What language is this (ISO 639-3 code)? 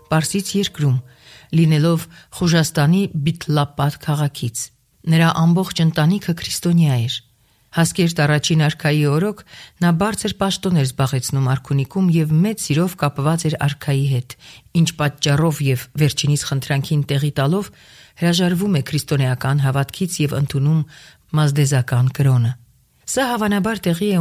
hye